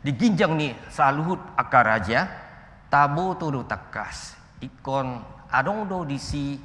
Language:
Batak Toba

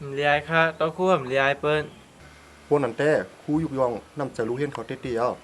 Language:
Shan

